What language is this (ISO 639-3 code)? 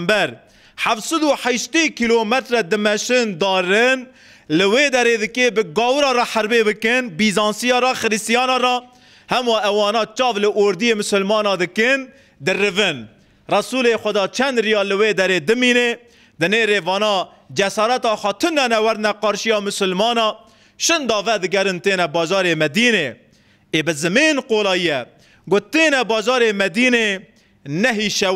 kur